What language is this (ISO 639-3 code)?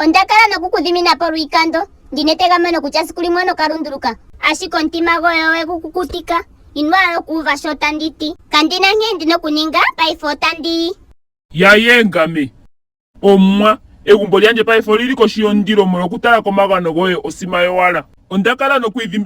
ndo